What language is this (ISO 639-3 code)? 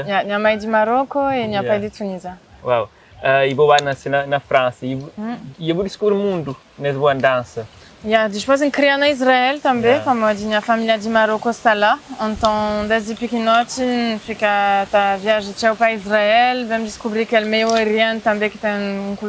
kea